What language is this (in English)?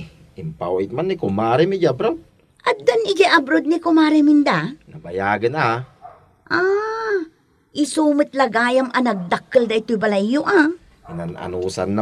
Iloko